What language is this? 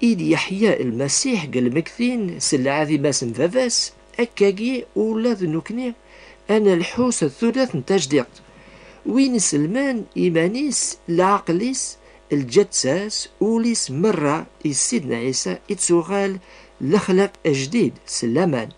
Kabyle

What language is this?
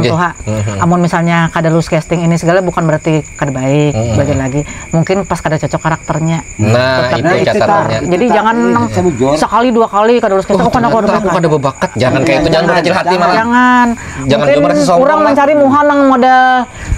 Banjar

